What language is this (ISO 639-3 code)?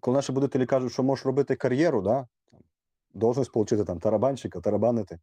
rue